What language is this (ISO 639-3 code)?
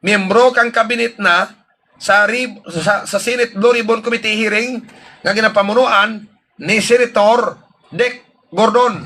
hil